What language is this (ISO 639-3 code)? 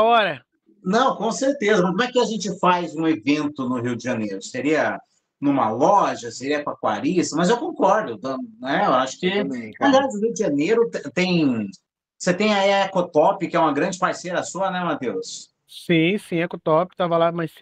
por